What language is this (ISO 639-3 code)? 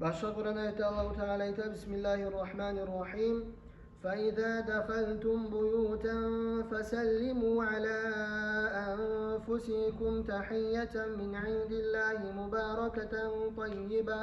kum